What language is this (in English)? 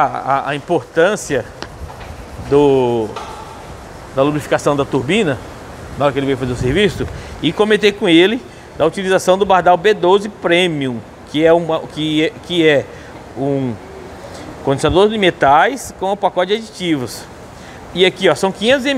Portuguese